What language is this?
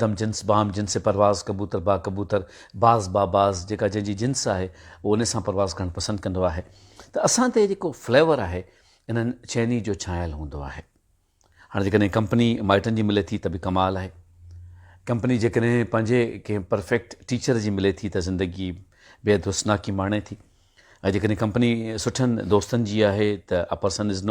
Sindhi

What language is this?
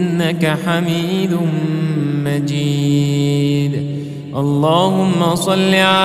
Arabic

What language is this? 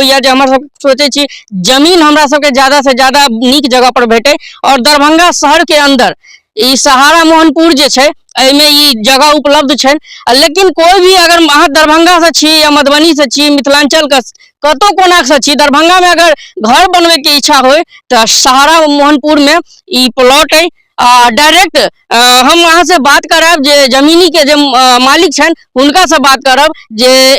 Maithili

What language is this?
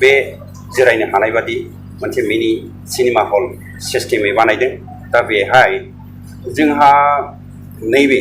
Bodo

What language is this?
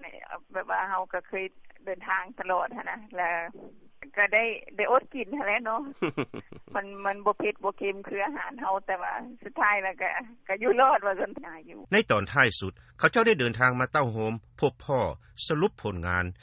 Lao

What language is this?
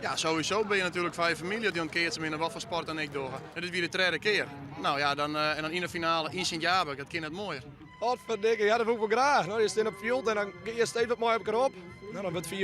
Western Frisian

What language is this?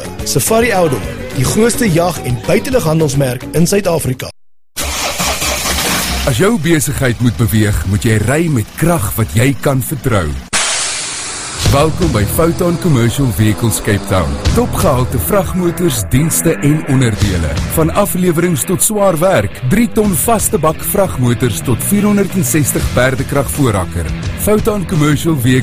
Afrikaans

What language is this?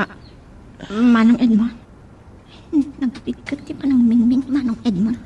Iloko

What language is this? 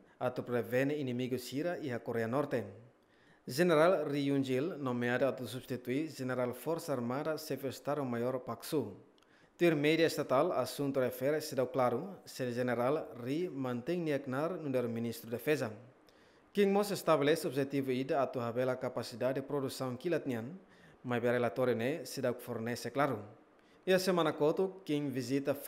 Tetum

